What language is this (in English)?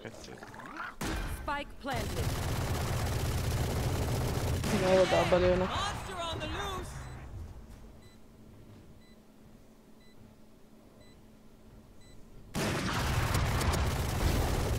Hungarian